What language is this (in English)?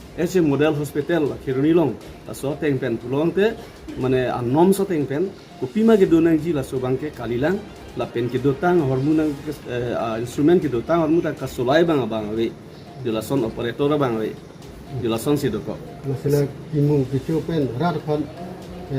Karbi